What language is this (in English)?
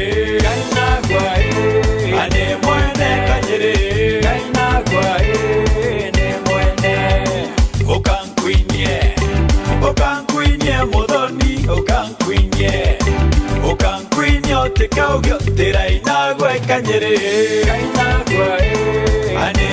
Meru